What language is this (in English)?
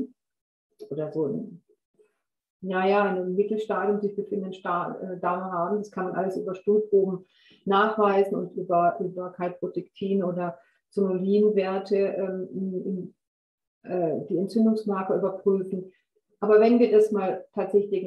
German